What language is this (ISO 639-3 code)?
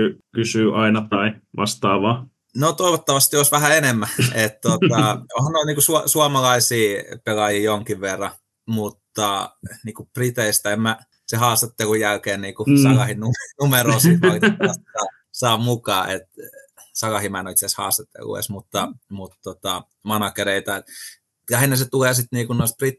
fin